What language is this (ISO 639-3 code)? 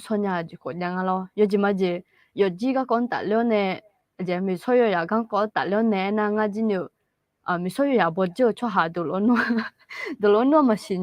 ahk